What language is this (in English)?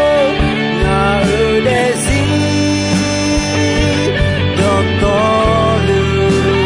Akha